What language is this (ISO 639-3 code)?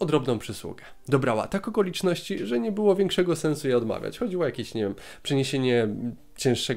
pol